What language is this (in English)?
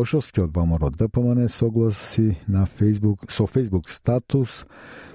Macedonian